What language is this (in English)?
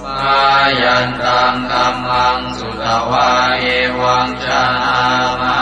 Pali